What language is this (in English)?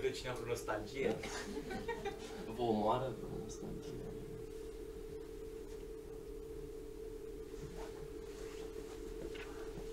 Romanian